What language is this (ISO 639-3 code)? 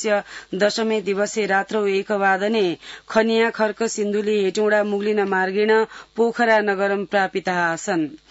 san